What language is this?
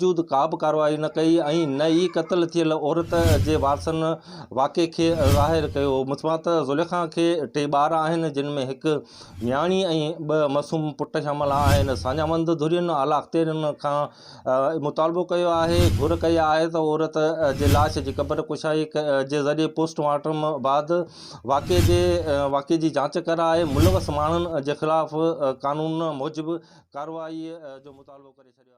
Sindhi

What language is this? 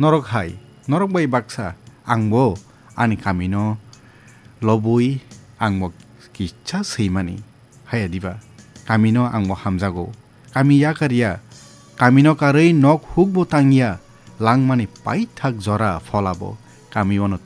Kok Borok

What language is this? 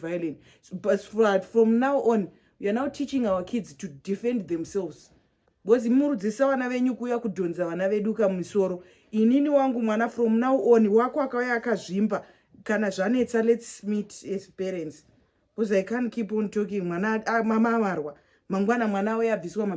Shona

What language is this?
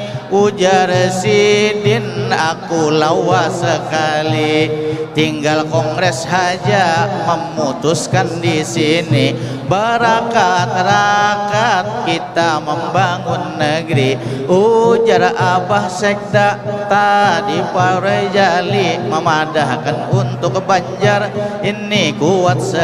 Banjar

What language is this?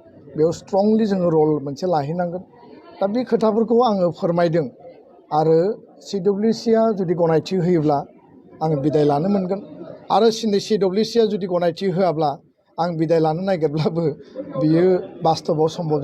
Bodo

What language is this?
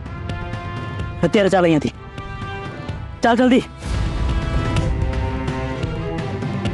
Gujarati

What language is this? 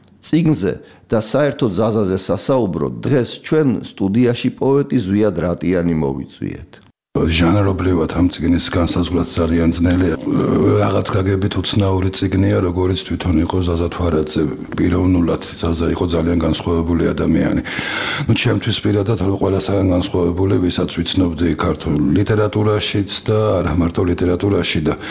Georgian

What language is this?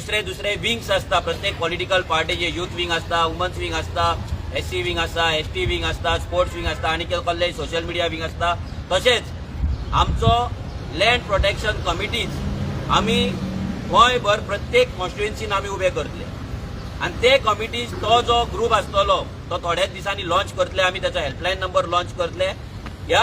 Konkani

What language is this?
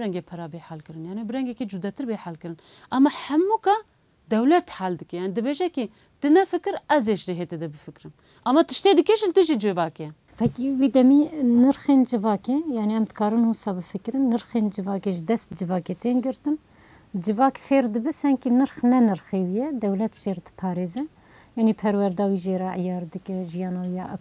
Kurdish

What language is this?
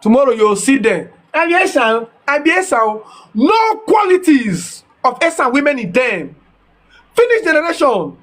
Nigerian Pidgin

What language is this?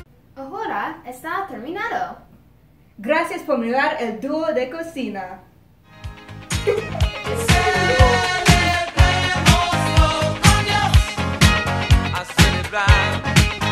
Spanish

